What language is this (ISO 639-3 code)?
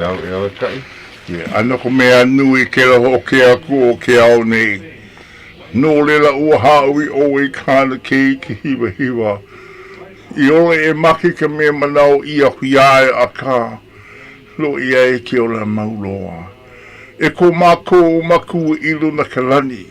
haw